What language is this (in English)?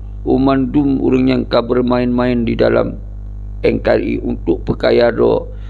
Achinese